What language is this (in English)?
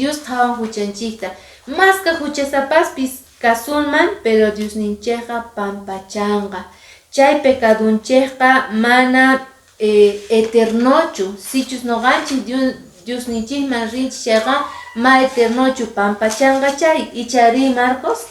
Quechua